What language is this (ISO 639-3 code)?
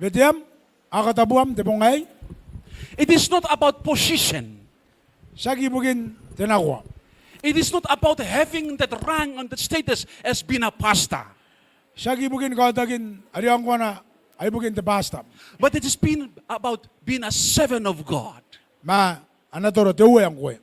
gil